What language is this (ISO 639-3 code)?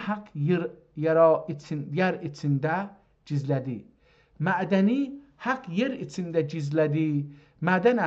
azb